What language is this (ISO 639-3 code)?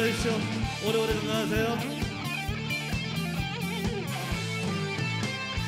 kor